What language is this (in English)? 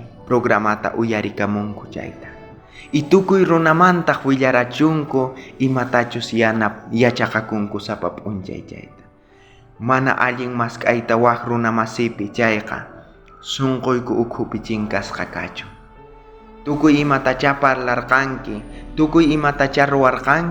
South Bolivian Quechua